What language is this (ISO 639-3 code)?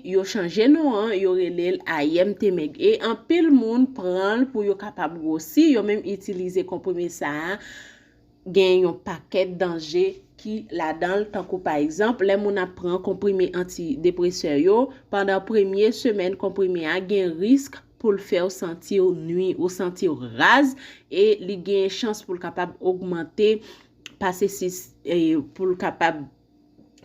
hat